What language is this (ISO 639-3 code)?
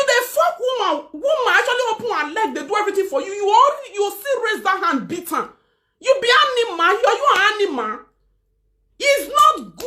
pcm